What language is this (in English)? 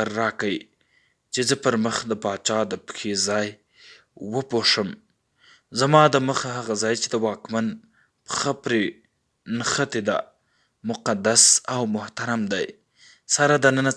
Pashto